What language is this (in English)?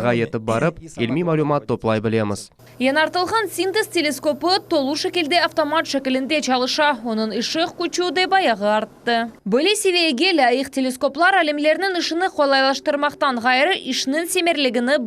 Crimean Tatar